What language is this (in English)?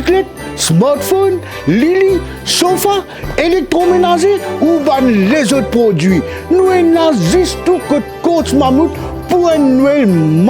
Morisyen